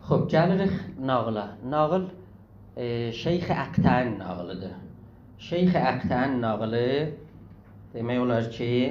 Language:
South Azerbaijani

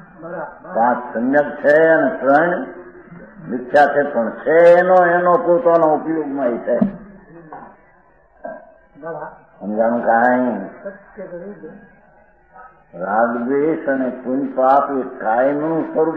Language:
Gujarati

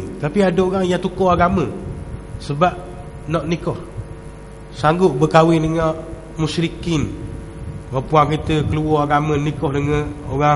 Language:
Malay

